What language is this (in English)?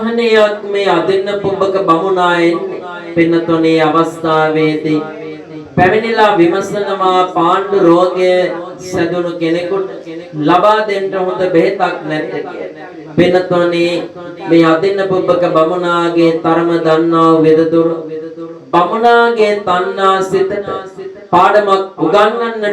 Sinhala